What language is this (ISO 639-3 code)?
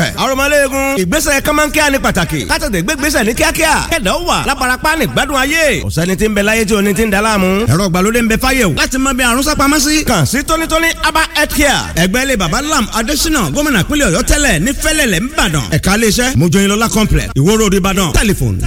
yor